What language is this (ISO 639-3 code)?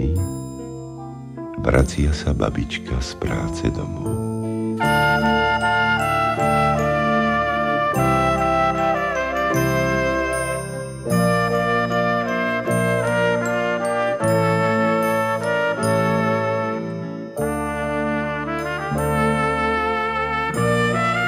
slk